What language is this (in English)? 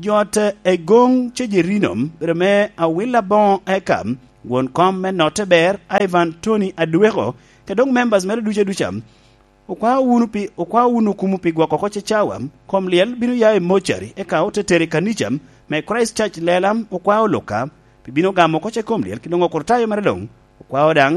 Lango (Uganda)